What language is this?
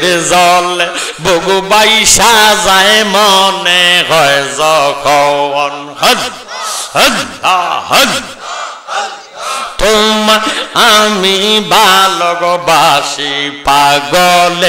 Bangla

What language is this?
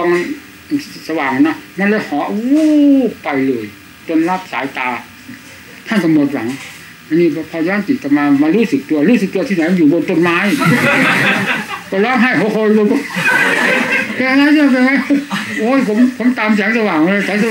Thai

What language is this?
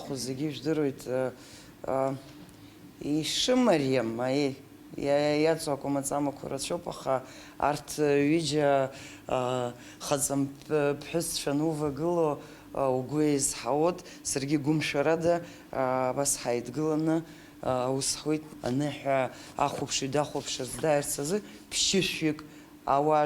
Abkhazian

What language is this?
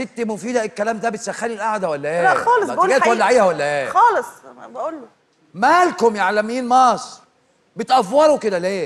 Egyptian Arabic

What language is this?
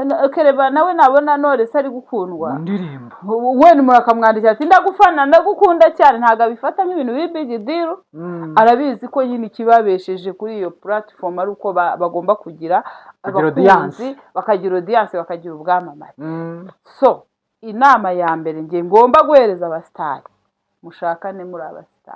Kinyarwanda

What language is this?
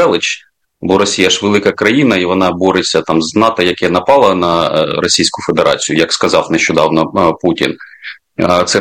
Ukrainian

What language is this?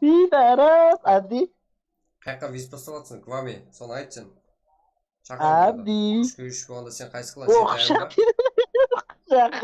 Kara-Kalpak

